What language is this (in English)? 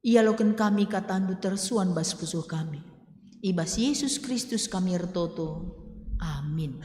Batak Karo